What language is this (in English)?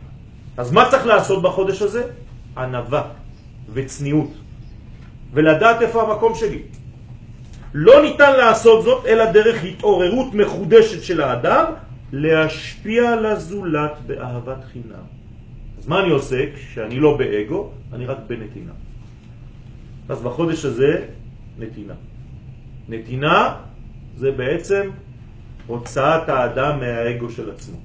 Hebrew